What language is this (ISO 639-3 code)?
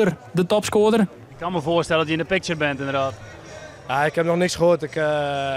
fry